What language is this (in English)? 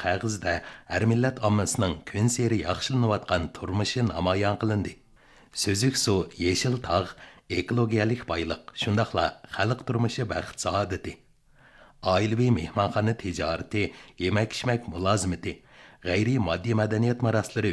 Uyghur